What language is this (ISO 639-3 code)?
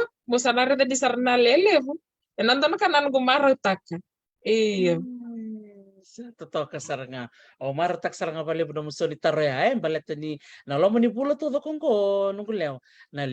fij